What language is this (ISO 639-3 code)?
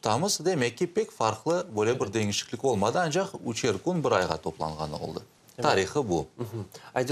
crh